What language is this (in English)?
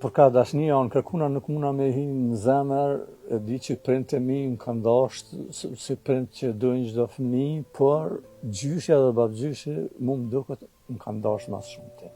Albanian